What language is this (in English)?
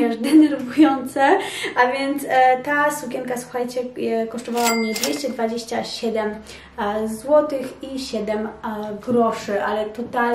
Polish